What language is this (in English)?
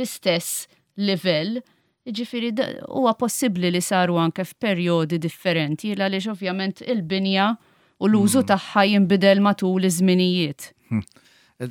Maltese